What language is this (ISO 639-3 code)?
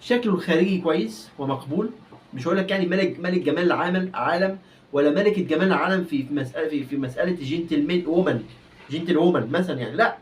arz